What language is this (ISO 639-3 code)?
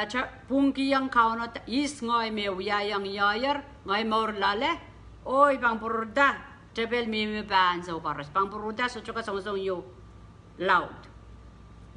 pon